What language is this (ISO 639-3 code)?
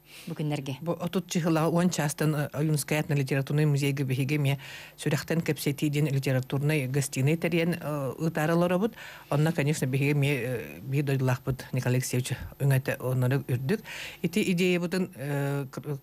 sah